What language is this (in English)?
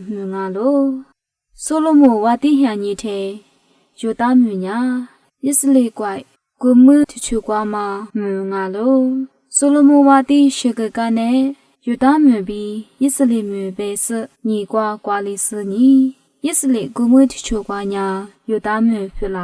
Lisu